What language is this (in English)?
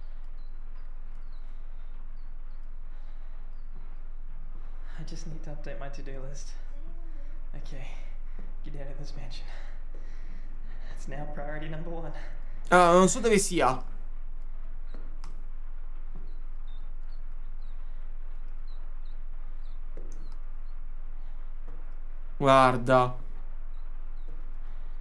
Italian